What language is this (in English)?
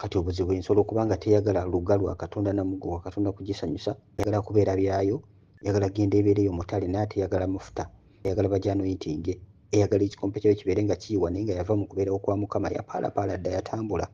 Ganda